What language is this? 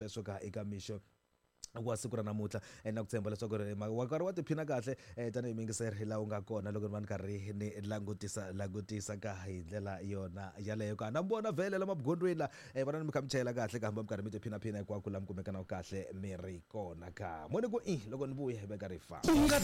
Tsonga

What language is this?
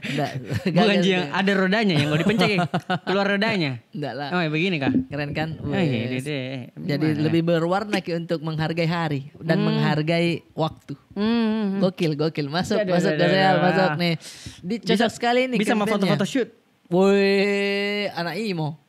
Makassar Malay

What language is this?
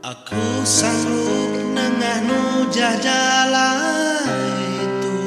Iban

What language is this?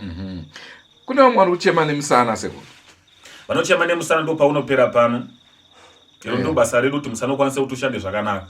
Shona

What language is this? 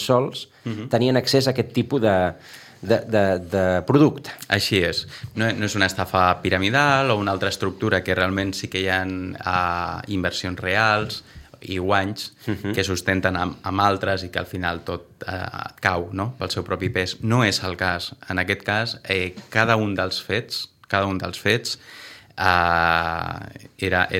Catalan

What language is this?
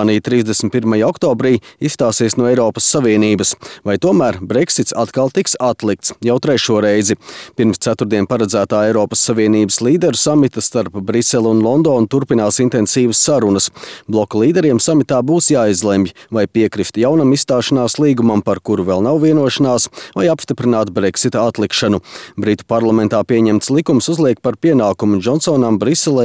Latvian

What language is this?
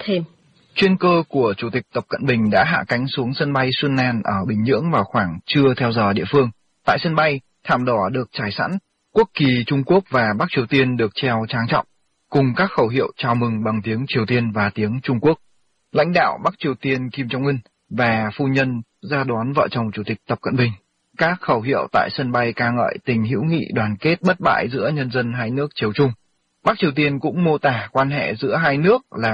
Vietnamese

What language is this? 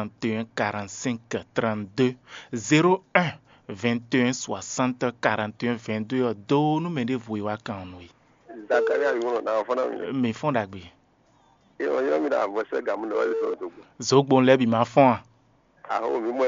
Fon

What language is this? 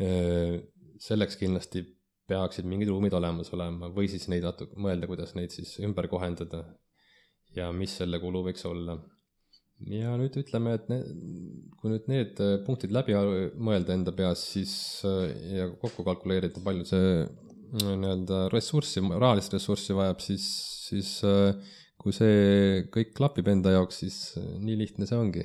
Estonian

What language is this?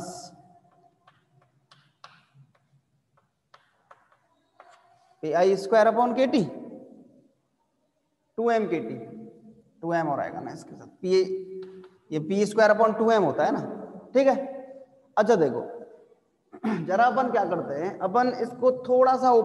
Hindi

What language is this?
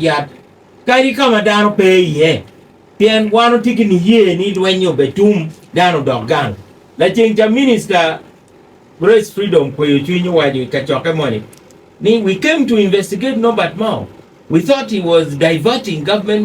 Acoli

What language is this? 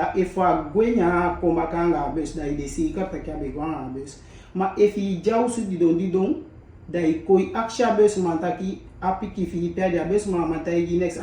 Eastern Maroon Creole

